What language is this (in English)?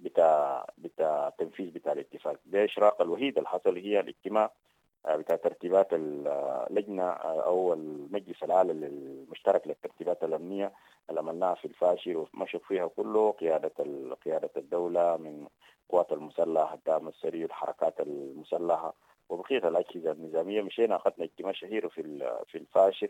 Sudanese Arabic